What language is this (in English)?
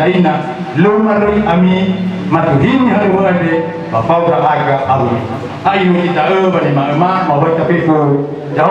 Nias